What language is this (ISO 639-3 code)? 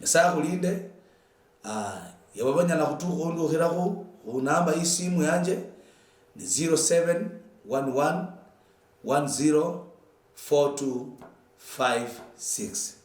luy